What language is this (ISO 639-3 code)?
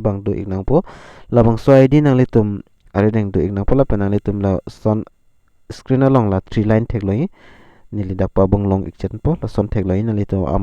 mjw